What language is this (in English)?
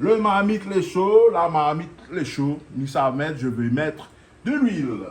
Réunion Creole French